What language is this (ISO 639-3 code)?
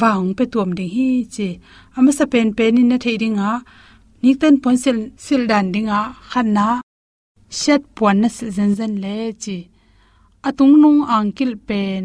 ctd